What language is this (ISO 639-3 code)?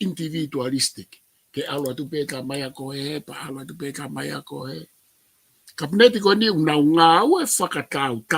ton